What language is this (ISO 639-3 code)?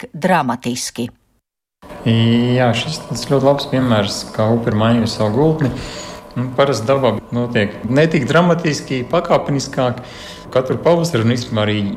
lav